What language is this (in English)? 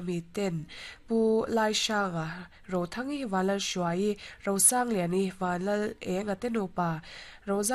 Mizo